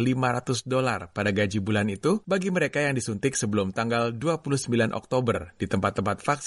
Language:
Indonesian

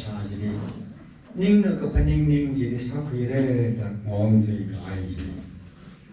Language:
Tangkhul Naga (India)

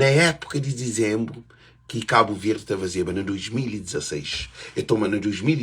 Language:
Kabuverdianu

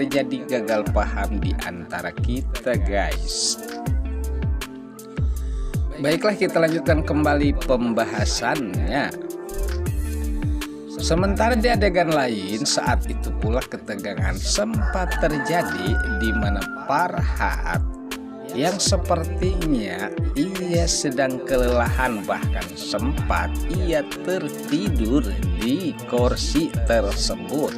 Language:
Indonesian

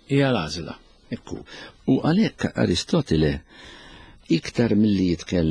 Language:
Maltese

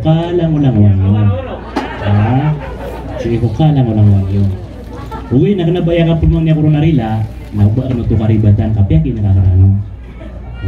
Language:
Maranao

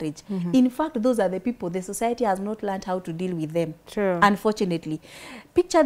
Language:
English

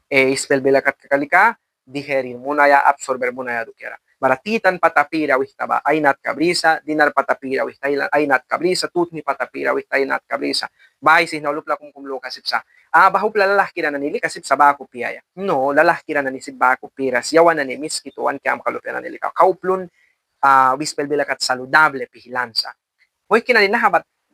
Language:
Mískito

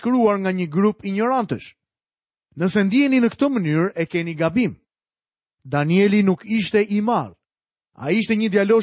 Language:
Albanian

